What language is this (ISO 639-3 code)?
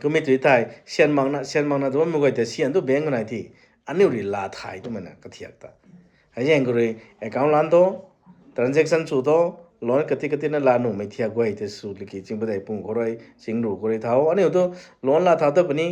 nbu